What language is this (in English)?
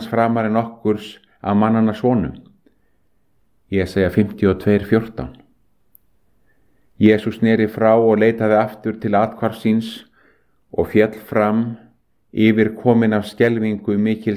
Icelandic